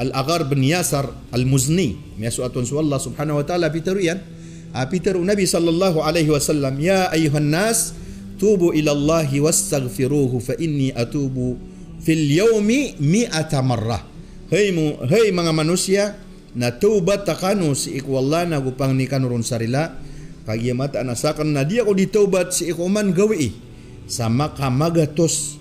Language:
Maranao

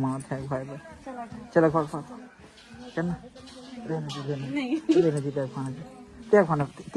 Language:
Chhattisgarhi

